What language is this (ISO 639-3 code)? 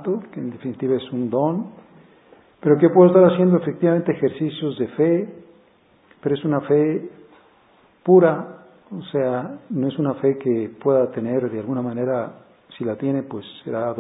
spa